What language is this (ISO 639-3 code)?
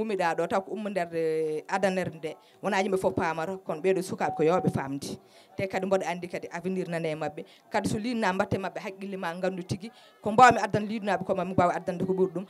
ful